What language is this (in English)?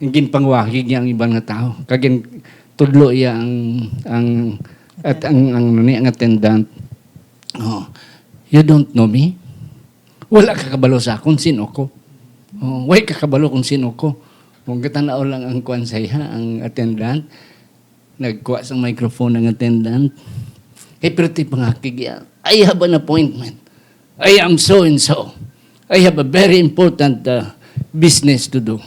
Hiligaynon